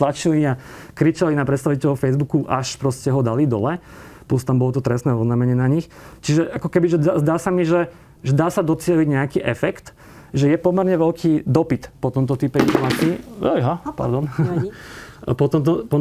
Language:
Slovak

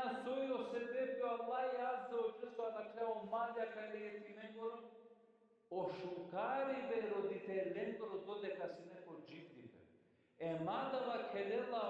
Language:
Balkan Romani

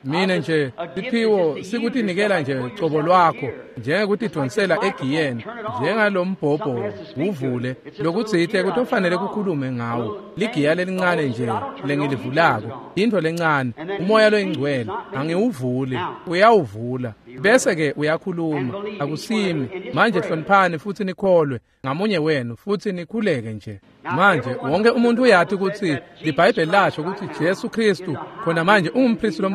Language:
Swati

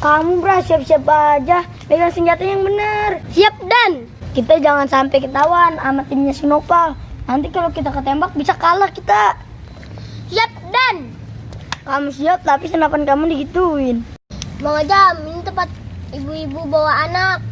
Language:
Betawi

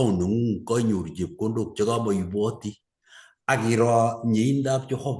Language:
Kalenjin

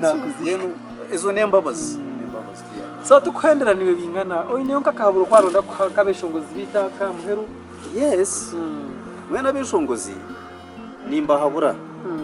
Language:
Nyankole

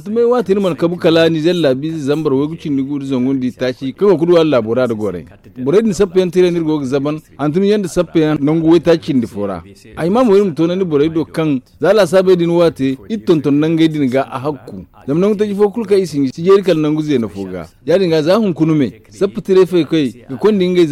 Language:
Zarma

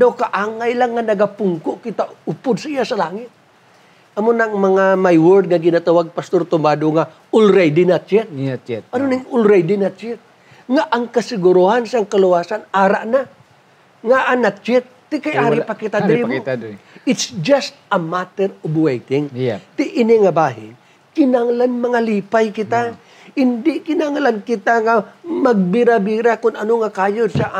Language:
Hiligaynon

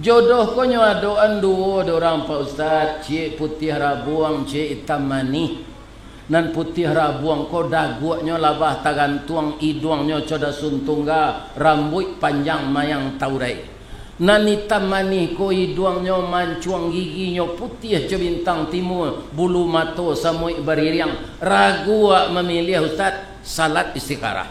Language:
Minangkabau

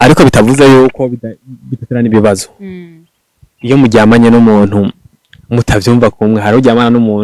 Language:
Rundi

